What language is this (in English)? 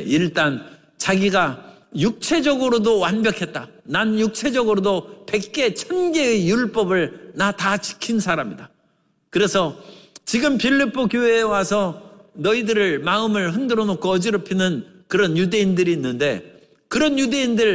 Korean